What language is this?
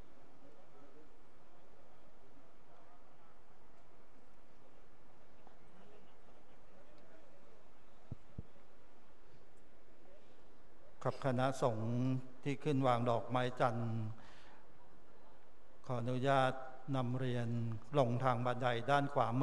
Thai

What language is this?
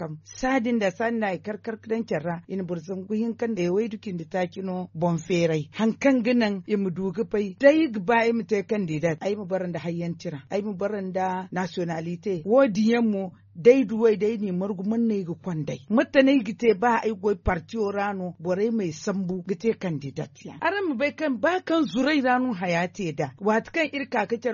Zarma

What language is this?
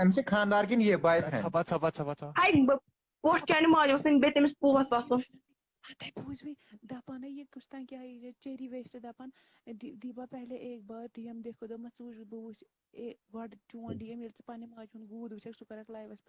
Kashmiri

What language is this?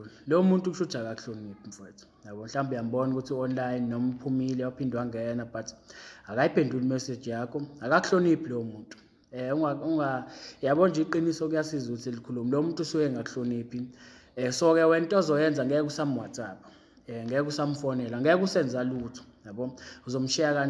Zulu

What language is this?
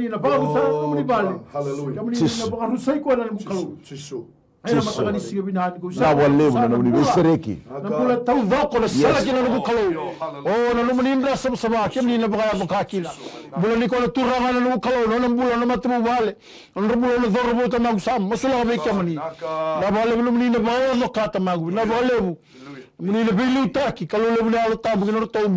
Fijian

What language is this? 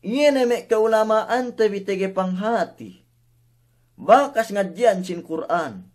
Yakan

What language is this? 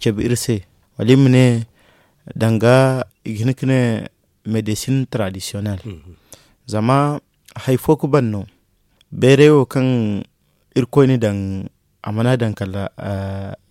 Zarma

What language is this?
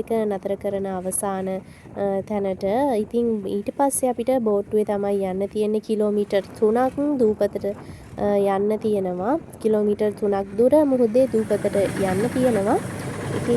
Sinhala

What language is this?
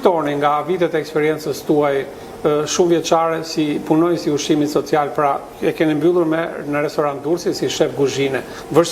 Albanian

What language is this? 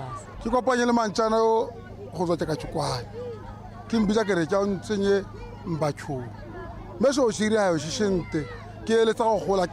Tswana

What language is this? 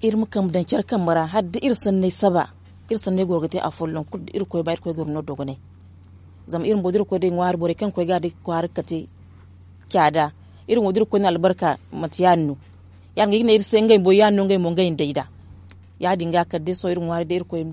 Zarma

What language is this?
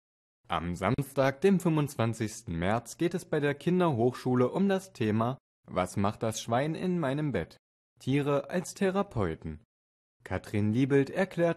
German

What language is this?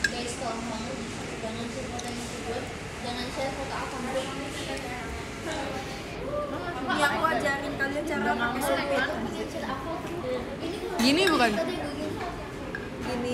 Indonesian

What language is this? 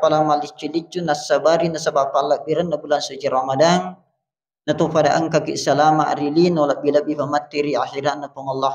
Buginese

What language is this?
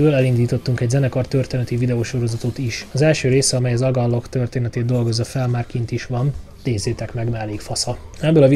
Hungarian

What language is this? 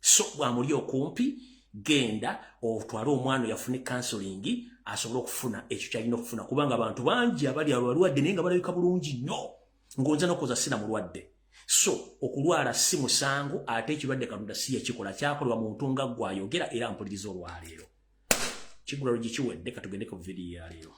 Ganda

